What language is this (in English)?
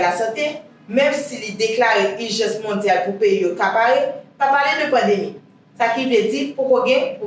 Haitian Creole